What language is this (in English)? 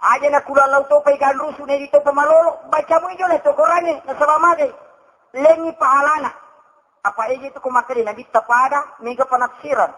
Buginese